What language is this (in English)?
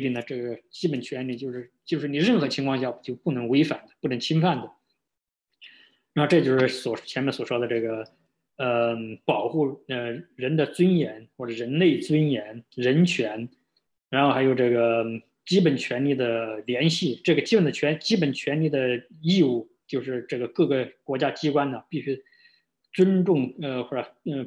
Chinese